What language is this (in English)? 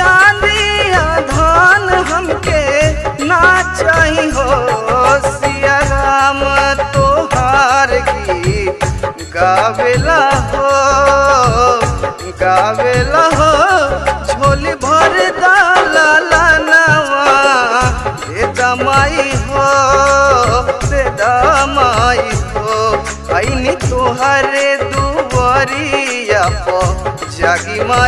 Bhojpuri